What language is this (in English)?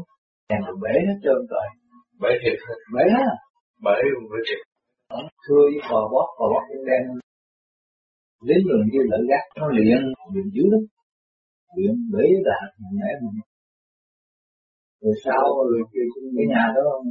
Vietnamese